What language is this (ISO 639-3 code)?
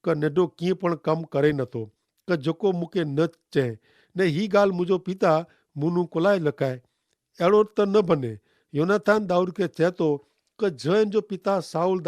kfr